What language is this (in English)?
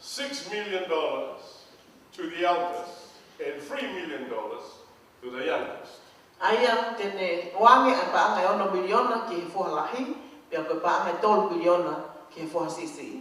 Tongan